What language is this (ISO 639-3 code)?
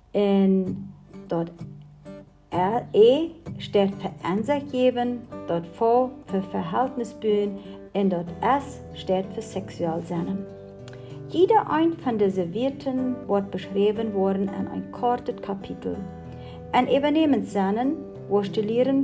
pdt